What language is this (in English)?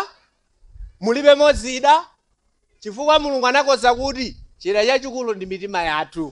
Nyanja